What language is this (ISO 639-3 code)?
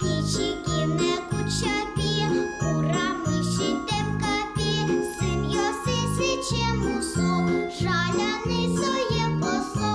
udm